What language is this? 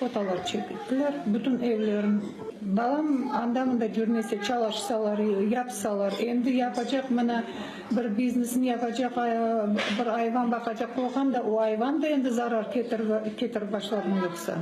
Crimean Tatar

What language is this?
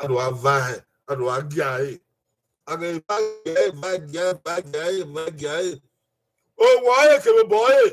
Bini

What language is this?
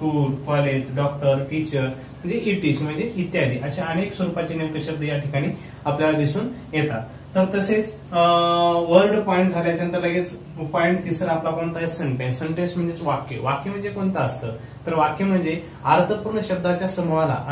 Marathi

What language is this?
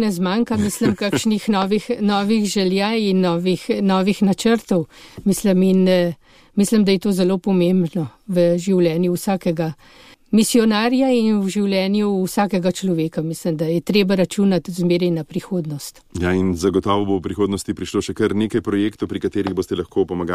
Slovenian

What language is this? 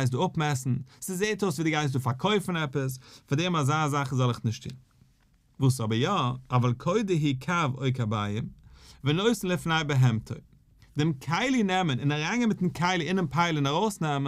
Yiddish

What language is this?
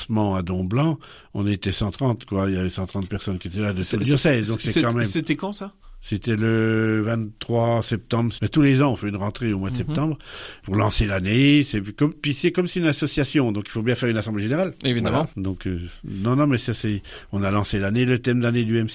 French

